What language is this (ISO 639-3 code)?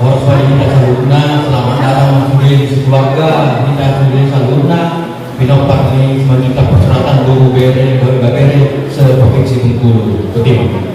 bbc